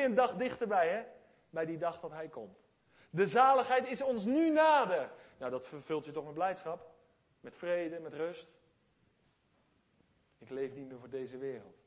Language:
Dutch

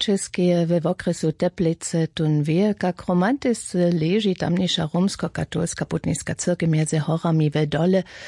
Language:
Upper Sorbian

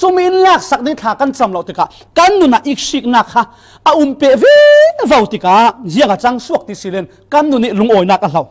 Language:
Falam Chin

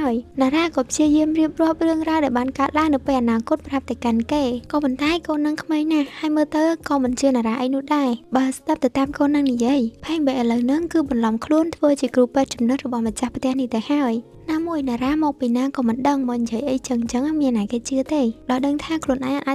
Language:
Khmer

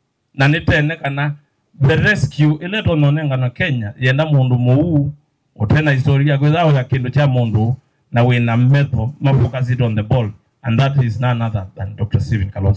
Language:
Kamba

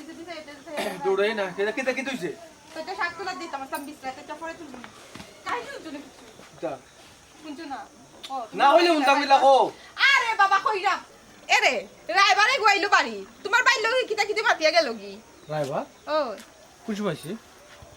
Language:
Sylheti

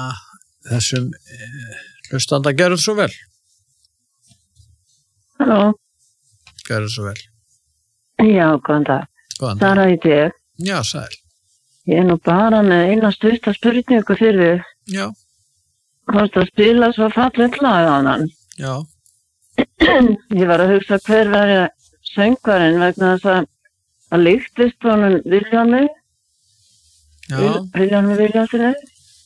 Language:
Icelandic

